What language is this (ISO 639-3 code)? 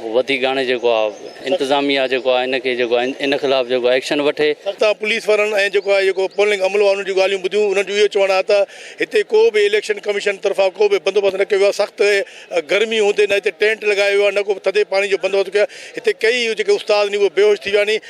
snd